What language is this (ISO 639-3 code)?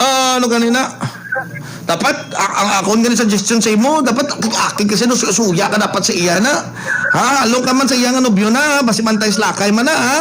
hil